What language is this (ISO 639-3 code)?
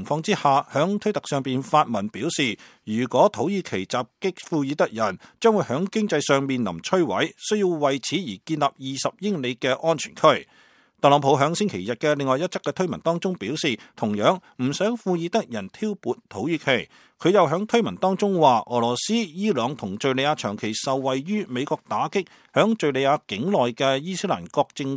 yue